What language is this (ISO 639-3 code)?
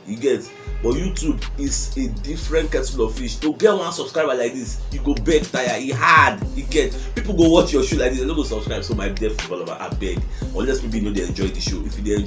pcm